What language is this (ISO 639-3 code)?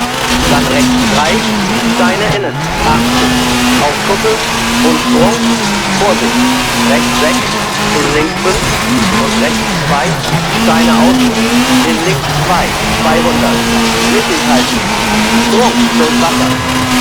bar